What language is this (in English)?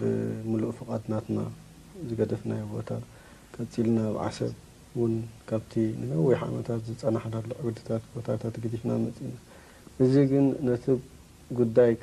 Tigrinya